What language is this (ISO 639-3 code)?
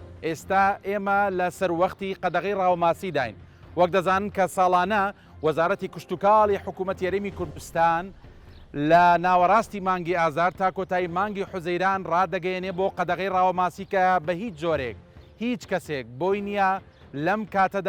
ckb